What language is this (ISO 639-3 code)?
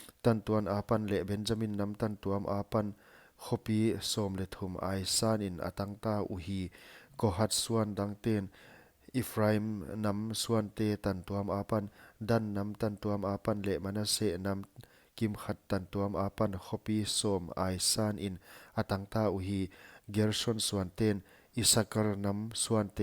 pck